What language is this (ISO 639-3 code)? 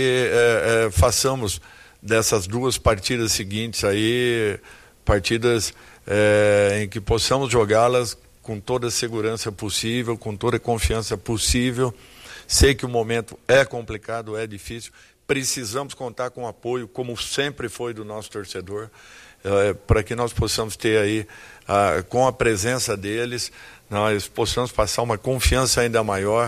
por